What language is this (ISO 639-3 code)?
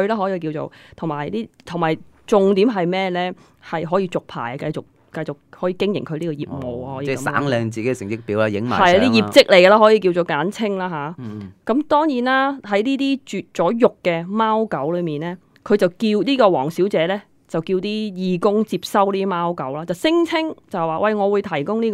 yue